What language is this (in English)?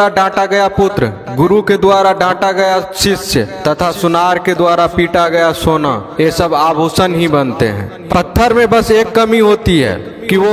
Hindi